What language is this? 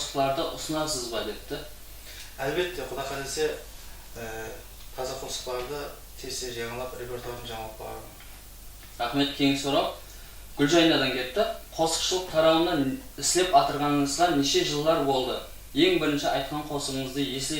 Kara-Kalpak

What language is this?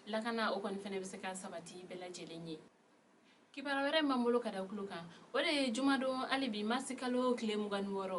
Bambara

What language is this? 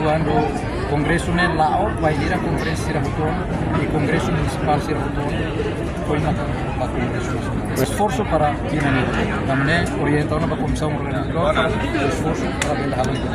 Tetum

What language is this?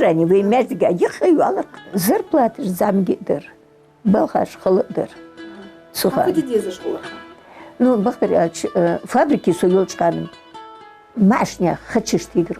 Ingush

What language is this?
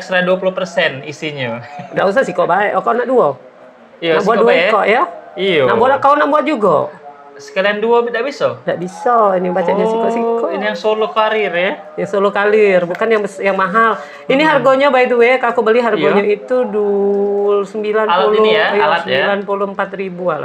Musi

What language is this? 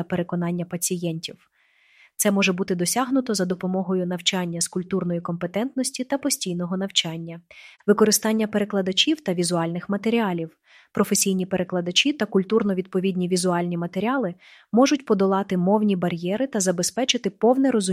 Ukrainian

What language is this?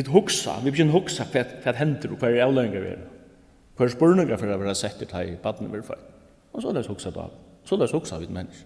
Faroese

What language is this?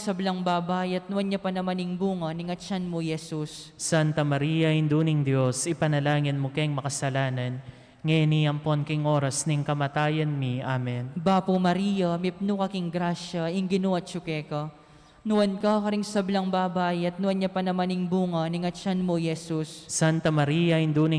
Pampanga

